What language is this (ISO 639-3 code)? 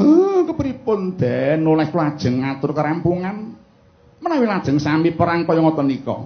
jav